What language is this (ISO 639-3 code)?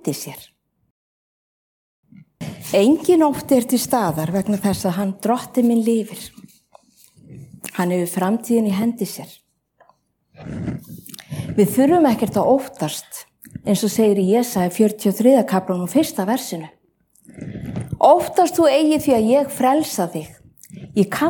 isl